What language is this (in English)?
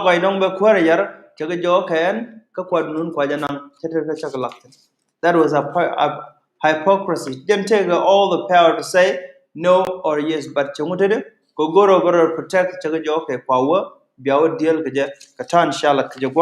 Nuer